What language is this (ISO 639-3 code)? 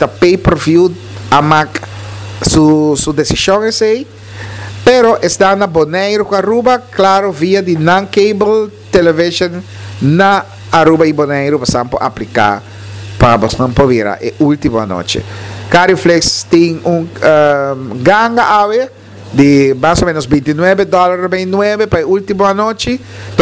pap